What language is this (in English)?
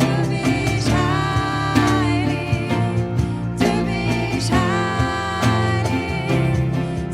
Swiss German